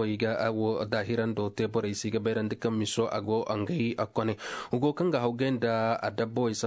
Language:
Koyraboro Senni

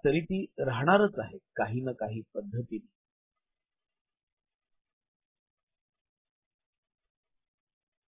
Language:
Marathi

